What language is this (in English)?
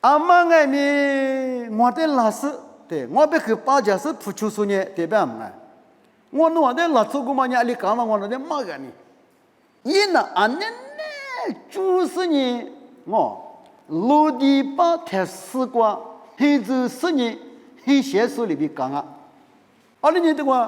Lisu